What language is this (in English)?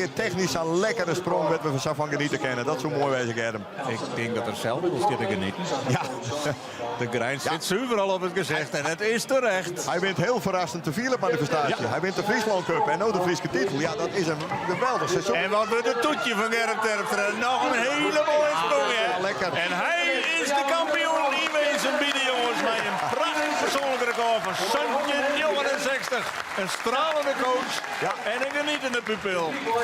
Western Frisian